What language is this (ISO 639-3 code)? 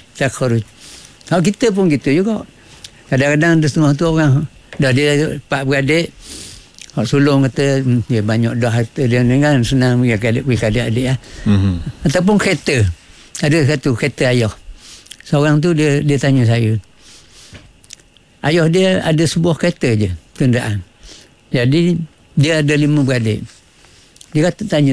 msa